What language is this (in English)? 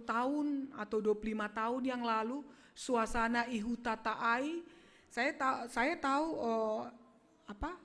Batak Simalungun